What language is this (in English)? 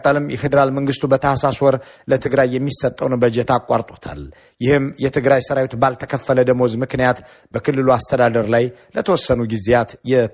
Amharic